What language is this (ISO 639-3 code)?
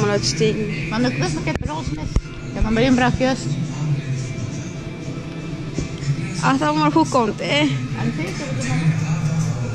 nld